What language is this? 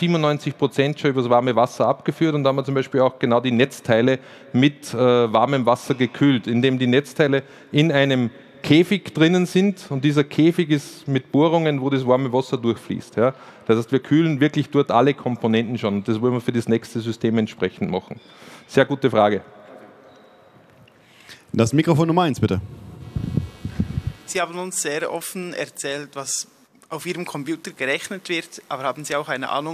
German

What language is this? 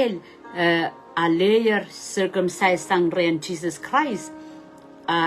Pohnpeian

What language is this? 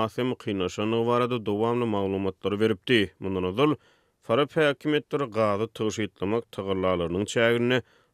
Turkmen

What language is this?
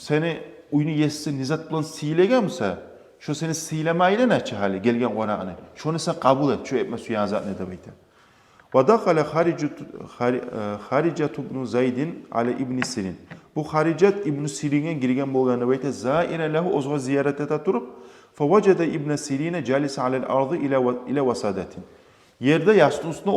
Kumyk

